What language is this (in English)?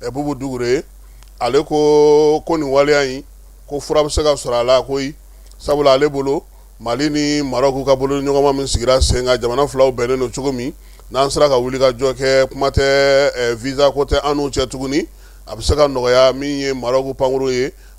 Bambara